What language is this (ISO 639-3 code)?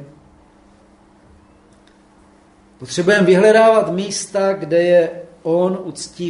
ces